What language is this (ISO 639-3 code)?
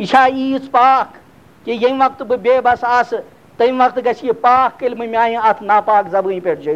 kas